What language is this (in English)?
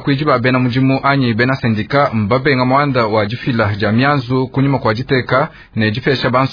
Luba-Lulua